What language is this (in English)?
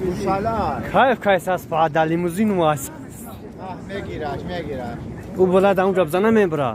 Tajik